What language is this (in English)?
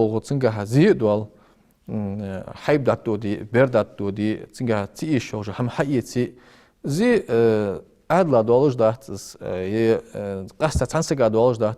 Ingush